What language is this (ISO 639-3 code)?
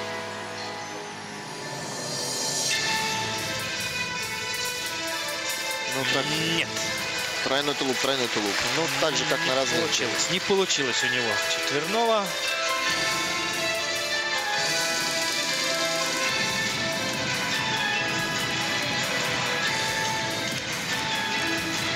rus